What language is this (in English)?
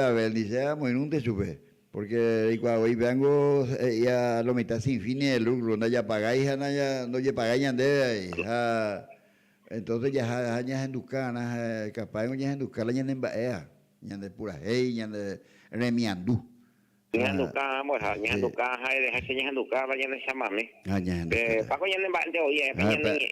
Guarani